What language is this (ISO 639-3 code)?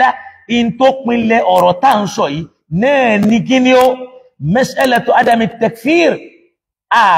yor